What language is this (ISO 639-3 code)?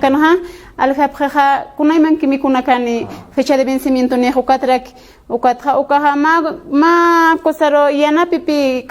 aym